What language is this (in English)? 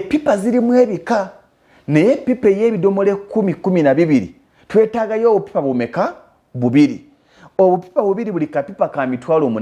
Ganda